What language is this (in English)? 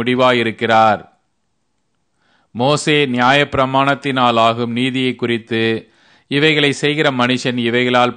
Tamil